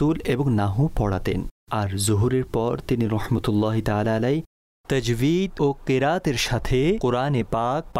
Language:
Bangla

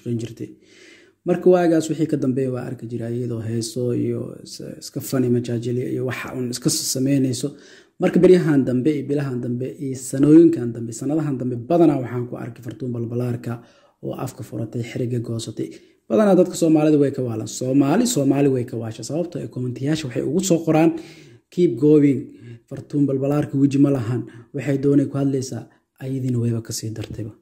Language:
Somali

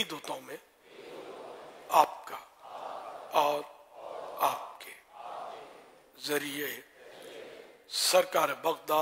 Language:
Urdu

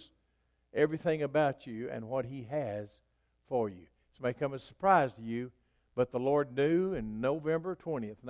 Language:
English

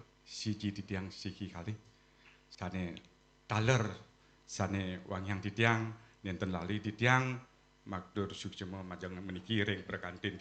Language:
Balinese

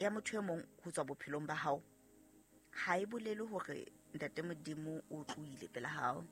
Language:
Southern Sotho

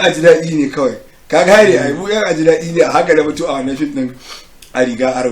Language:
Hausa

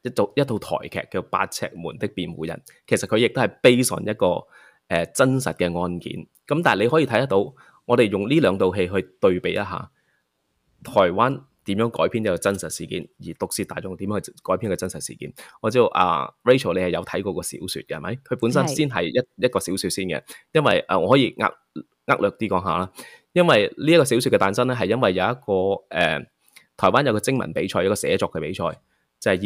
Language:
Cantonese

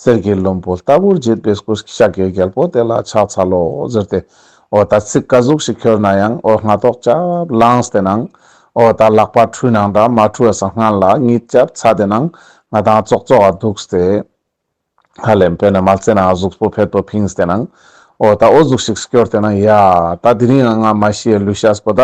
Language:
Ladakhi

